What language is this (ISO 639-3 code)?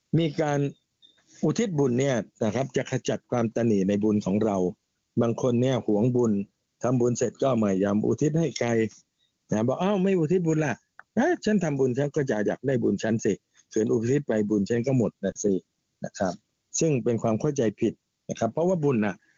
tha